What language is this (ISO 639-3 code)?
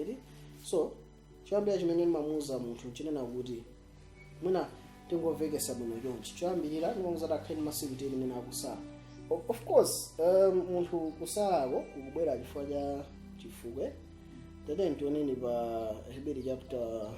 nya